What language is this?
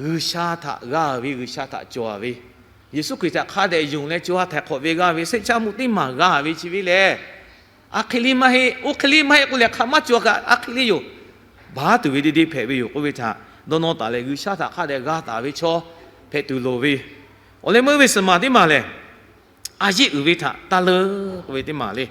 Lahu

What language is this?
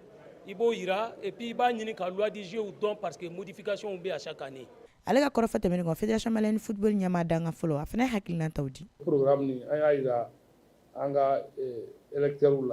Bambara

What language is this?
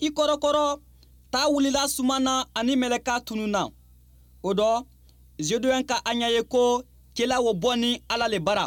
Mandingo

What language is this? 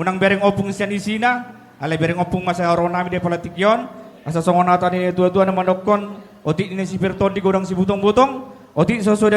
Batak Toba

